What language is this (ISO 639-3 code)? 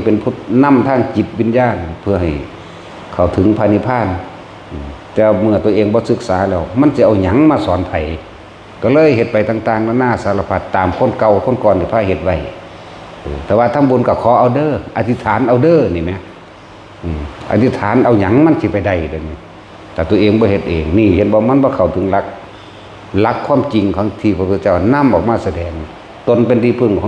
tts